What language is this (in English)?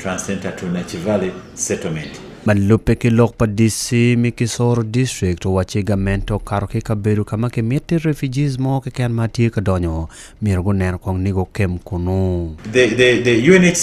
Acoli